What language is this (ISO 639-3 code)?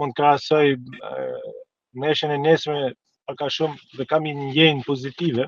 sqi